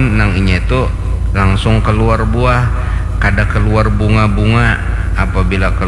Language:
Banjar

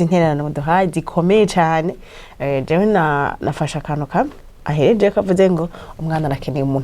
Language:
Rundi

